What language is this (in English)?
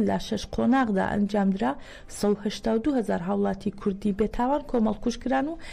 Central Kurdish